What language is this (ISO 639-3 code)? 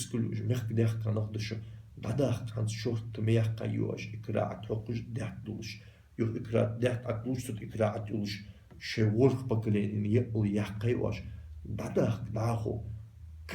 inh